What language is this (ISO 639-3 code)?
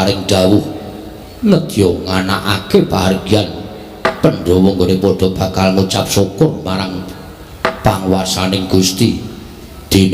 jav